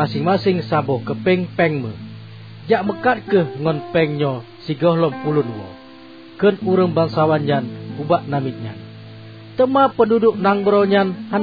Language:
Achinese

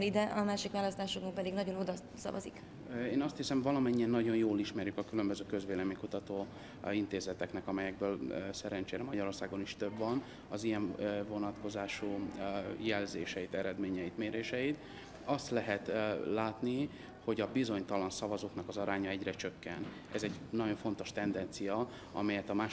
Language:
Hungarian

